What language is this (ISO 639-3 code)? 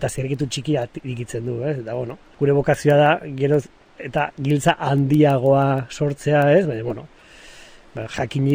eus